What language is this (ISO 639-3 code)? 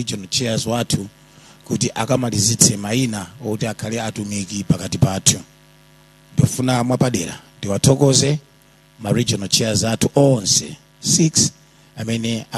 nya